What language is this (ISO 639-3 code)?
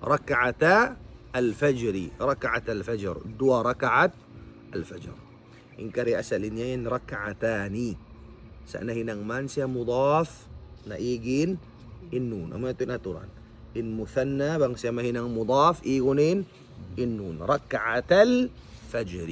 tsg